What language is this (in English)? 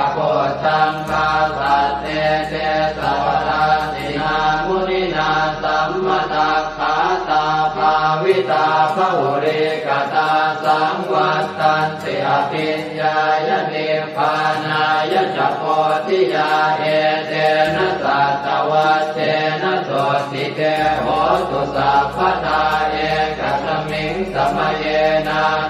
Pali